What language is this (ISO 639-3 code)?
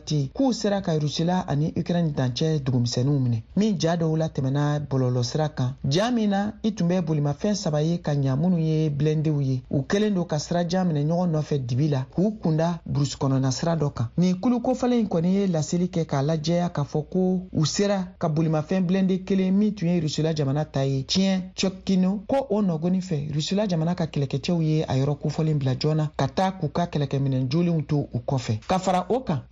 bam